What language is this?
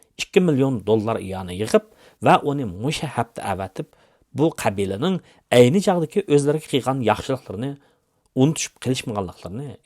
Uyghur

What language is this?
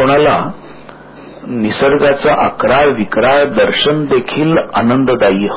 Marathi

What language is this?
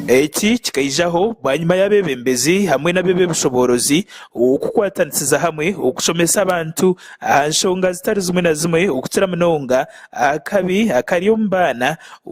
Nyankole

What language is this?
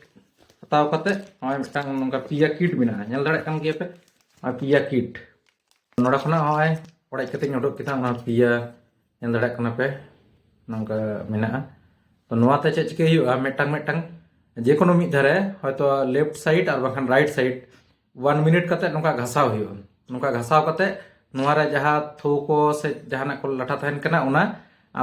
Santali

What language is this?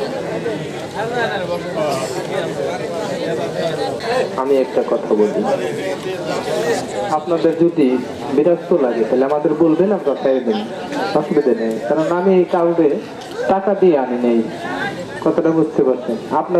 Bangla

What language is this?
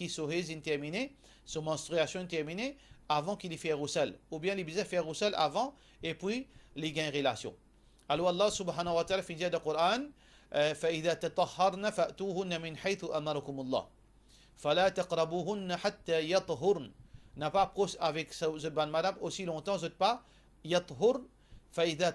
Morisyen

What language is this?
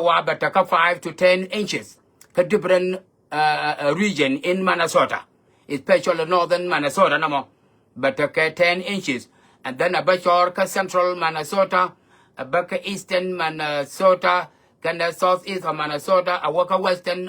Nuer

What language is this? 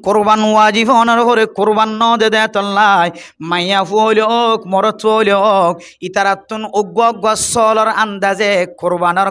Rohingya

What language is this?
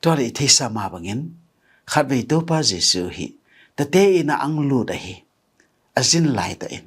Tedim Chin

